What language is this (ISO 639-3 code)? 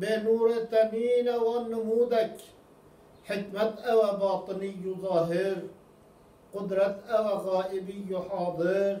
kur